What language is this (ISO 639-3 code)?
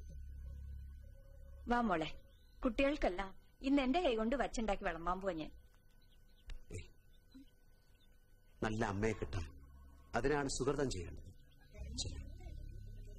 mal